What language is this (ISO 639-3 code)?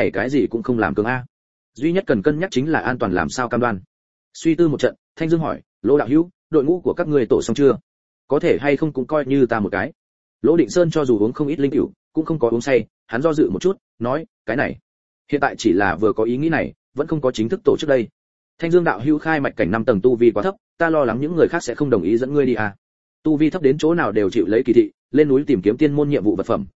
vie